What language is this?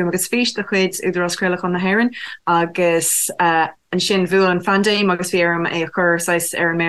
Irish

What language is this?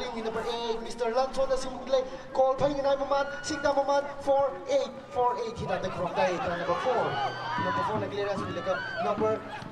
Tangkhul Naga (India)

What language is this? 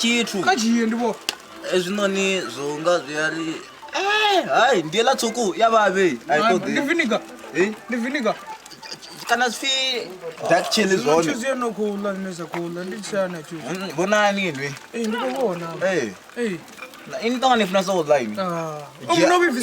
Venda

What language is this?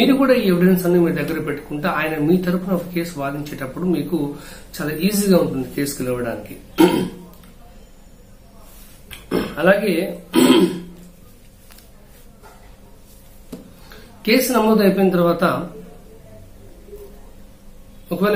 Telugu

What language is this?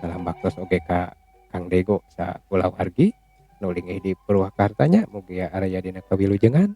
Sundanese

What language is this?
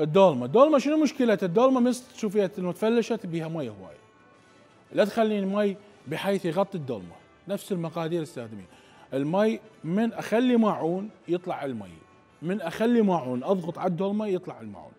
Mesopotamian Arabic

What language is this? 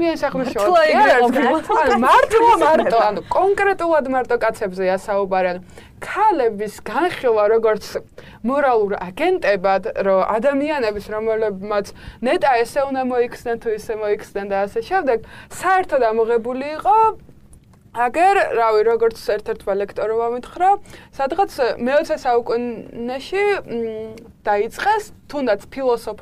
Georgian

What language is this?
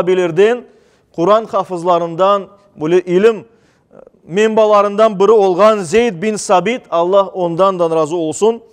Crimean Tatar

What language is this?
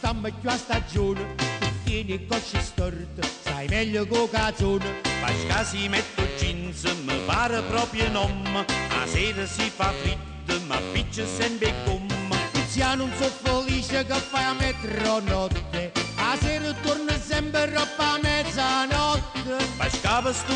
Neapolitan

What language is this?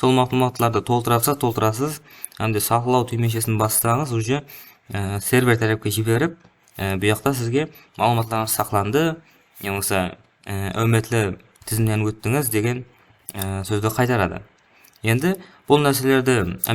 Kara-Kalpak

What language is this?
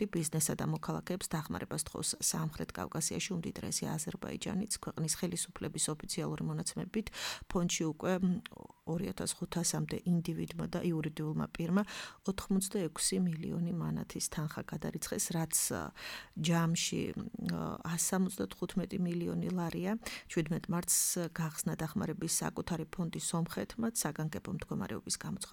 Georgian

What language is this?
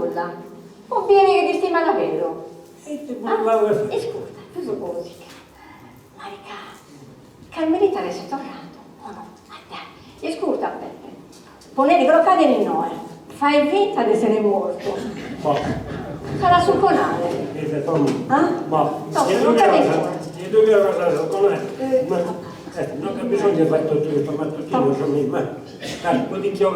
Sardinian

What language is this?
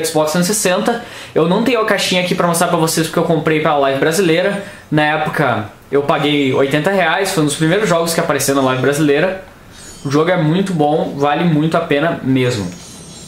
Portuguese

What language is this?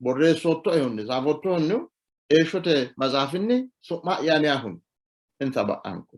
Sidamo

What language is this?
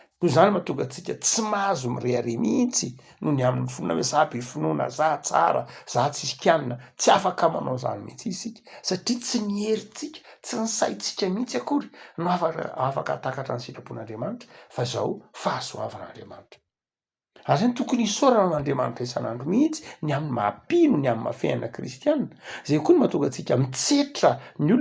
Malagasy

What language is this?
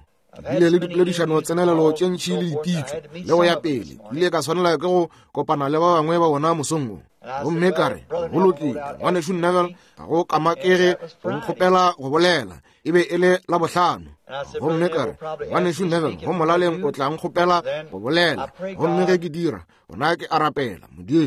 Northern Sotho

